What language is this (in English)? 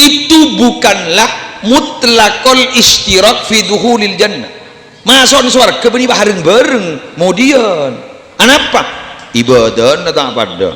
Madurese